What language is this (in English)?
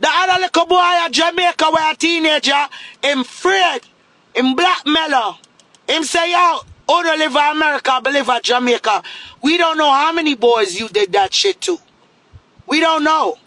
Jamaican Creole English